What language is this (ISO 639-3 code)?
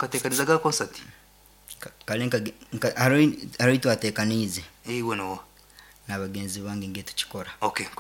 nyn